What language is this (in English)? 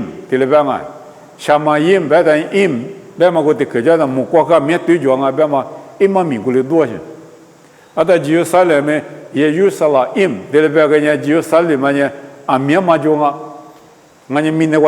Lisu